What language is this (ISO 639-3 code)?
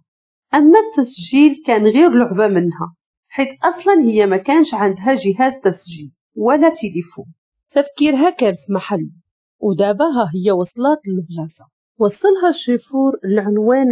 ary